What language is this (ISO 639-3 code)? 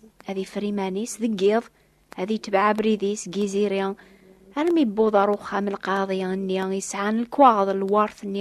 kab